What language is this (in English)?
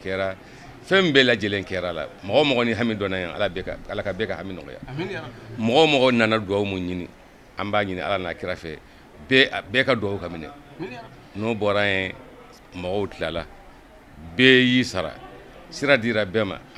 Bambara